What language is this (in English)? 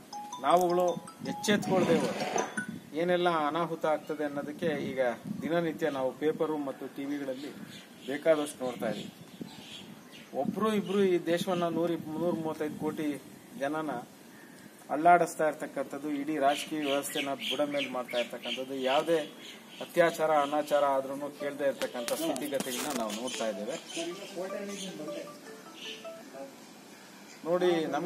Kannada